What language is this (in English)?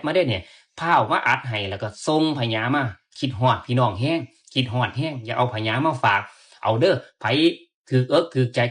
Northeastern Thai